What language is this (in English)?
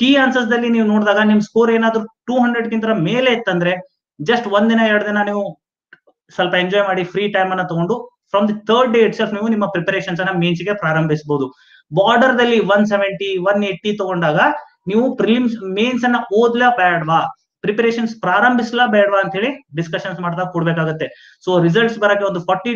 Kannada